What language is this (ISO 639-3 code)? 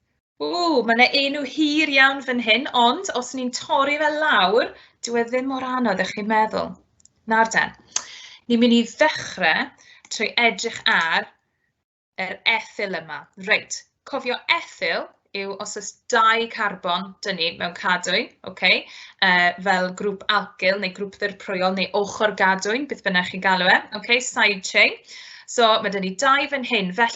cym